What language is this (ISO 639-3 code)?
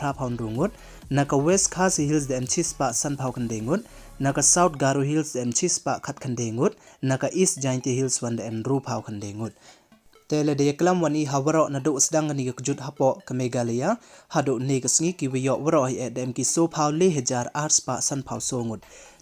pbv